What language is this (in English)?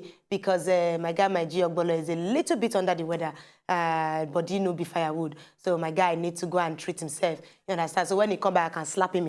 Nigerian Pidgin